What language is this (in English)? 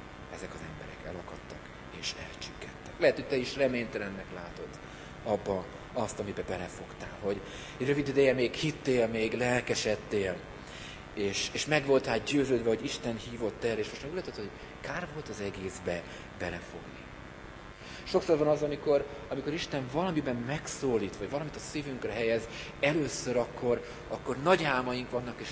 Hungarian